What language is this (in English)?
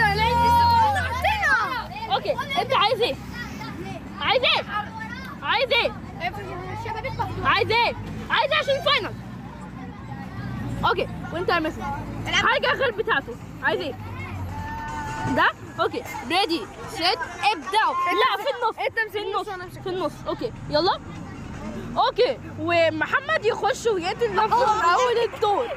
Egyptian Arabic